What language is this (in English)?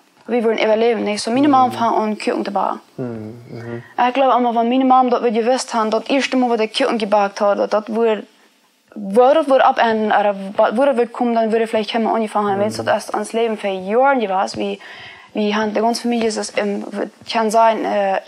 Plautdietsch